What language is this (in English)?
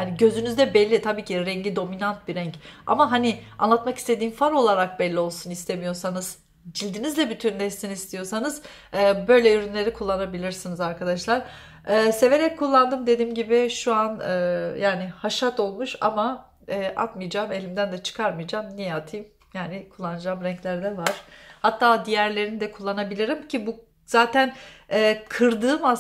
Turkish